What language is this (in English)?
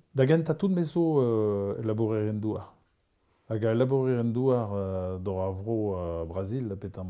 Breton